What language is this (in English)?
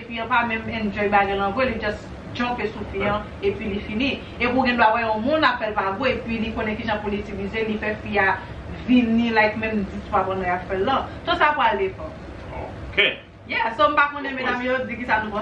Haitian Creole